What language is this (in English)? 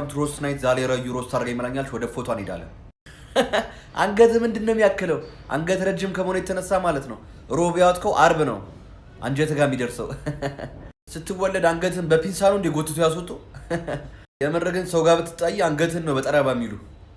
Amharic